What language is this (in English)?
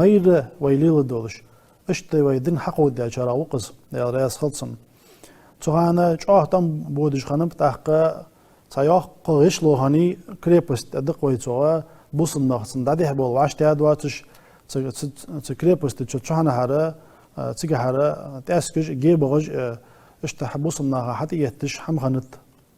Ingush